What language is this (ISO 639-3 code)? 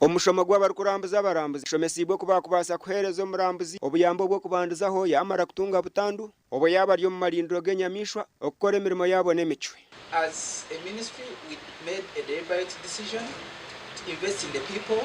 nyn